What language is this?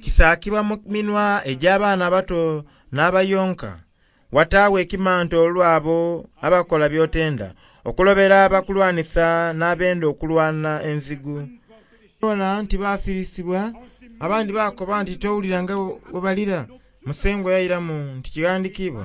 Soga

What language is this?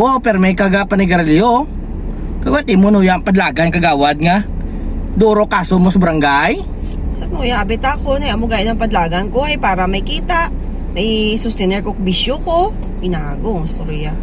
Hiligaynon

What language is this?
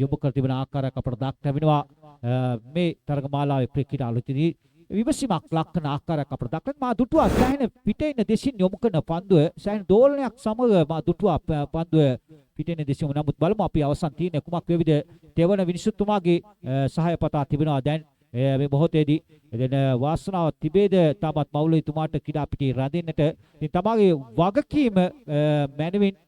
Sinhala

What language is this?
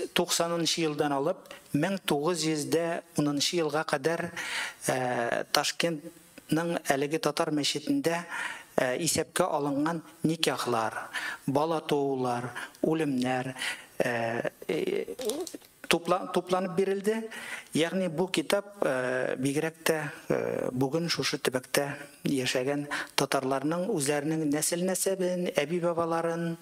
Tatar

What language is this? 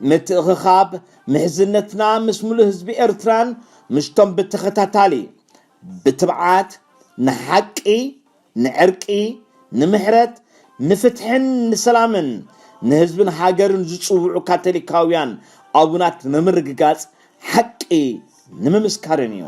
Tigrinya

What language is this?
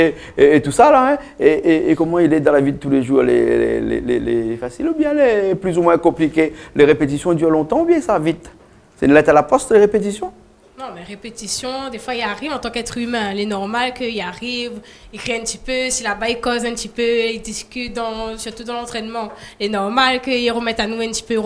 Réunion Creole French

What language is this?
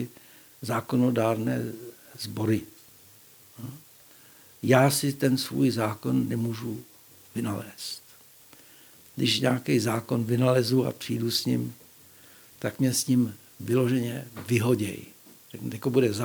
Czech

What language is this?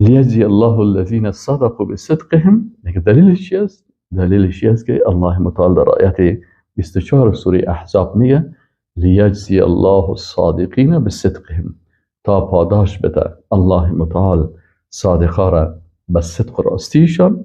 Persian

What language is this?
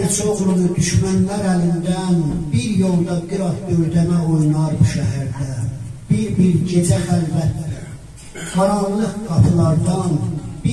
South Azerbaijani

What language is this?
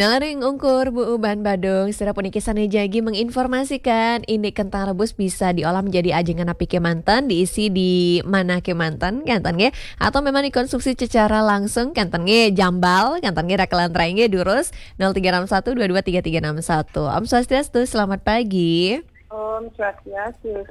Balinese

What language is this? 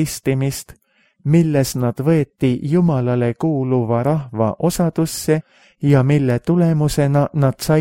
Estonian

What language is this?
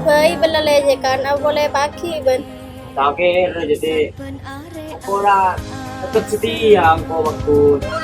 Madurese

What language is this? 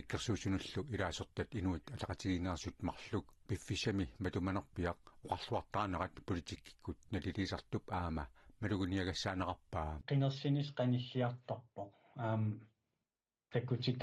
Kalaallisut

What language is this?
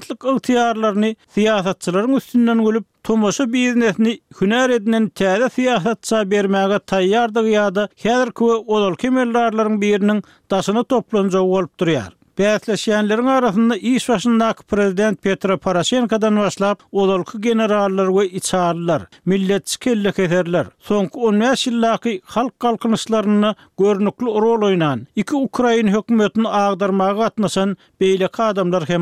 Turkmen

